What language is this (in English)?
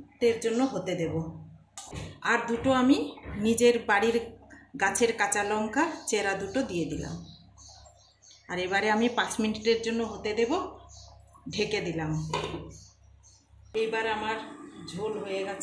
Bangla